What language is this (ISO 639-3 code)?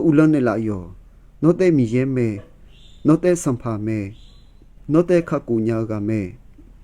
ahk